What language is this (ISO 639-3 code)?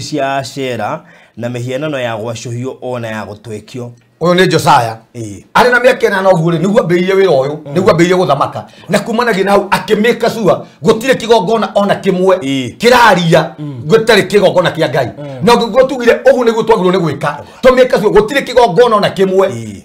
kik